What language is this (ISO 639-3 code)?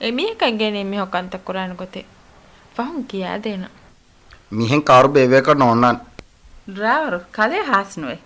div